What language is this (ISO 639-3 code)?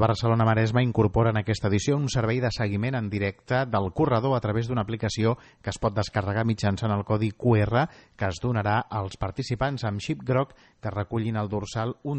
cat